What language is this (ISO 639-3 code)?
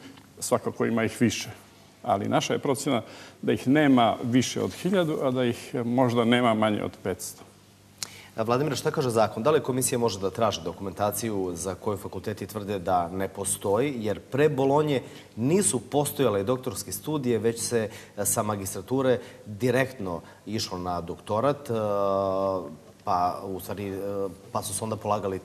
srp